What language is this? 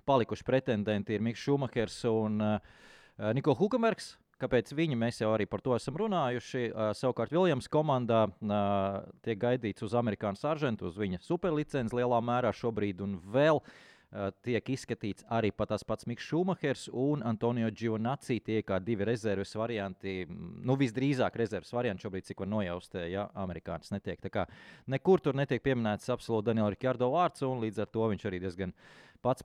Latvian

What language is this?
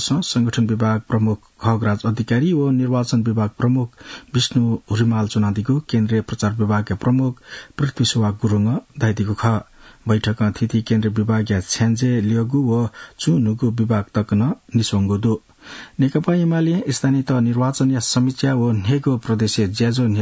Newari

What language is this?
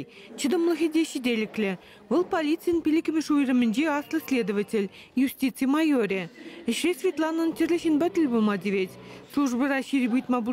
Chuvash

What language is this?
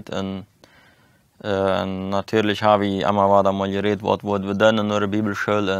Plautdietsch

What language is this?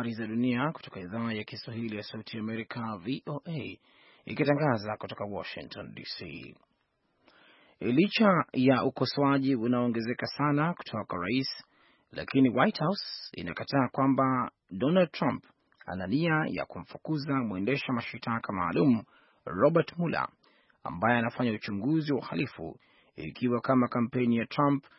Swahili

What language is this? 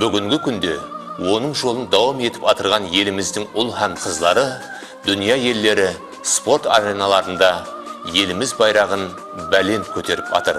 Kara-Kalpak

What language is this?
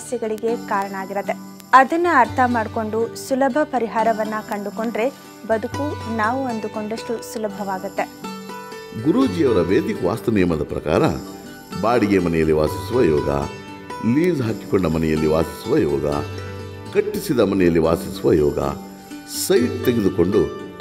Kannada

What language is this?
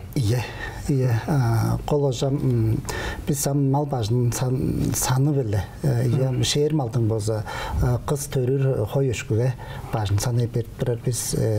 Tuvinian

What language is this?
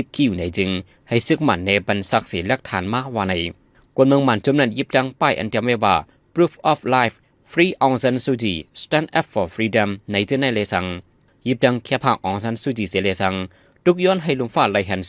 Shan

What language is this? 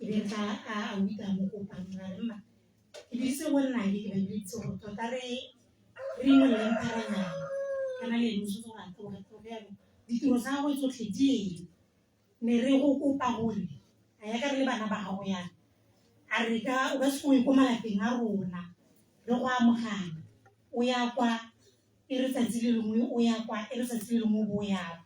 Tswana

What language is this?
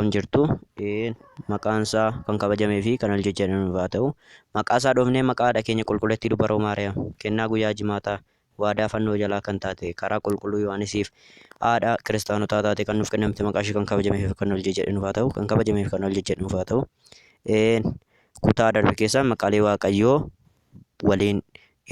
Oromo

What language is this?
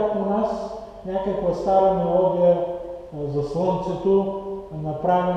Bulgarian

